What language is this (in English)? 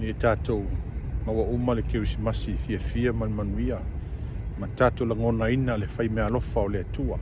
Samoan